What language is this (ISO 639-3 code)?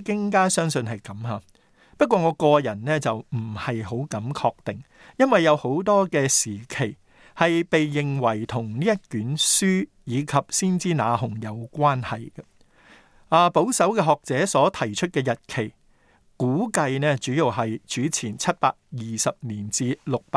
yue